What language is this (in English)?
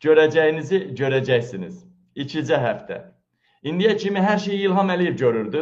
Azerbaijani